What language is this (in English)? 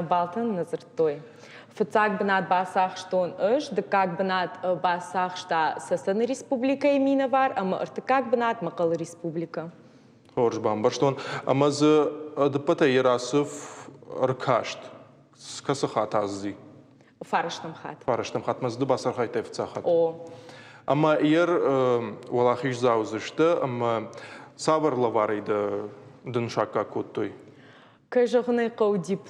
Ossetic